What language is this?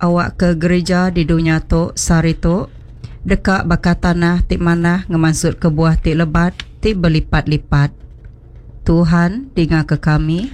Iban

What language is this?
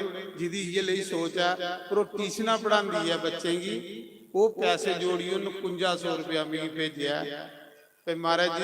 Dogri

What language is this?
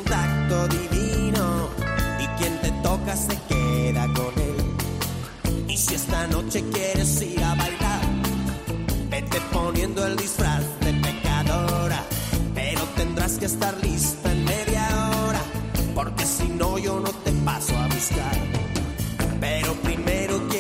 Spanish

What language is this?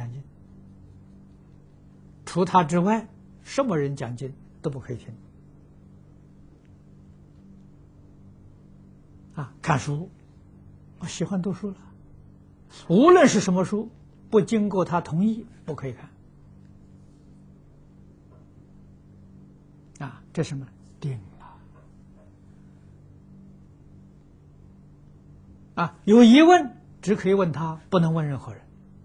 Chinese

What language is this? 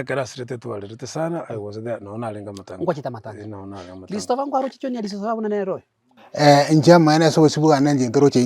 Gusii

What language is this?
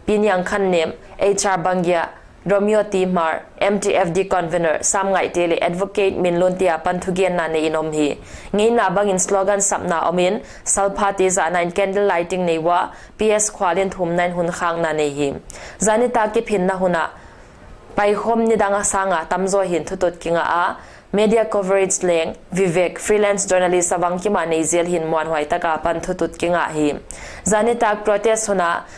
Paite Chin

